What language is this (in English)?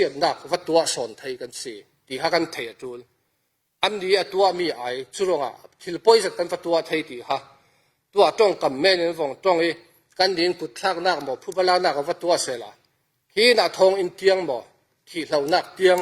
Falam Chin